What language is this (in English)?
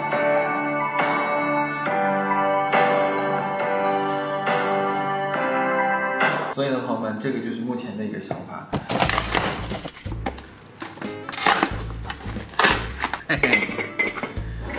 Chinese